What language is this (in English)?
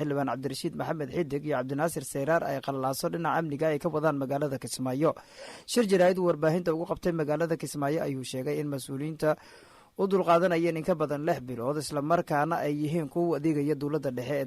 Somali